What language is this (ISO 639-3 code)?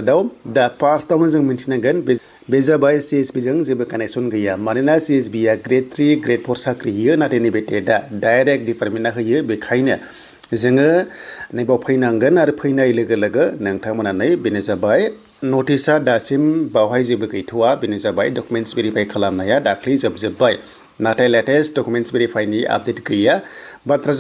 brx